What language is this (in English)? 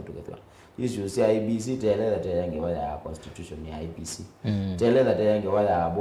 Kamba